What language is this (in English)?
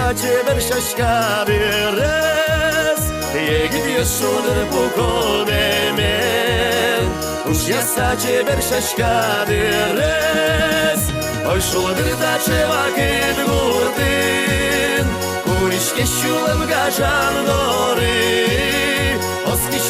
Udmurt